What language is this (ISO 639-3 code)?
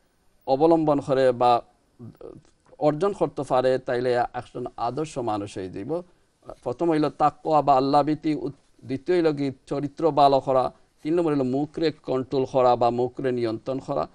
ben